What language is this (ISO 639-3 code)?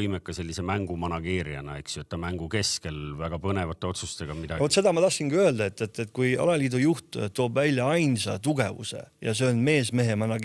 est